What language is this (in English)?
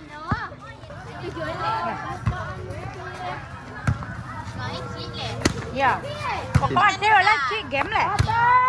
Malay